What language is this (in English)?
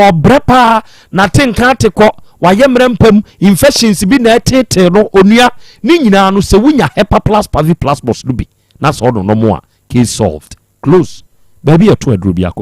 Akan